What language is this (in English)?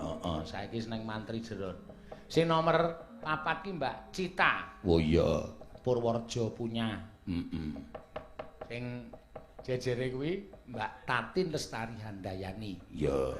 Javanese